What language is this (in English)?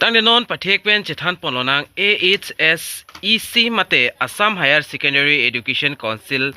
Karbi